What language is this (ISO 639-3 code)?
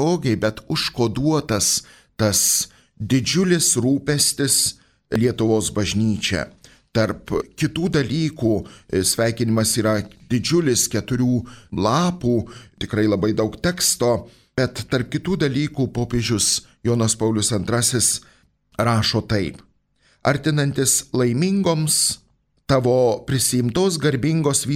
lit